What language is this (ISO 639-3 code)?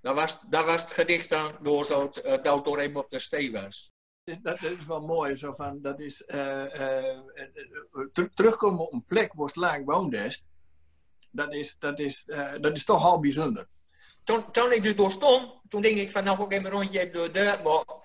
gos